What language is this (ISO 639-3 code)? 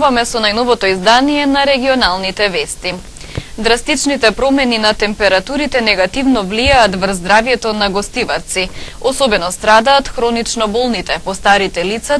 mkd